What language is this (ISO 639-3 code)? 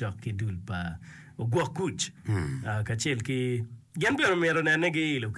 ach